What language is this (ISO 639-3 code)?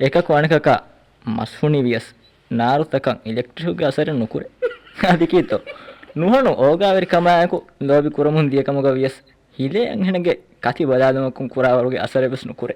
div